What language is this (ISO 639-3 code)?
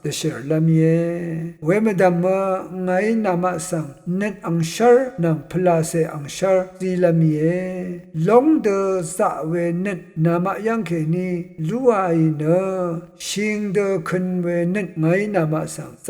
raw